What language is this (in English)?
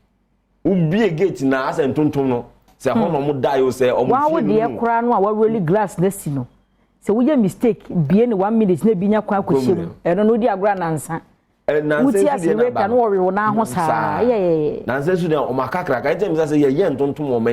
Akan